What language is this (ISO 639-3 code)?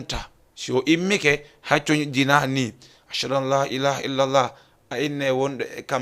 ful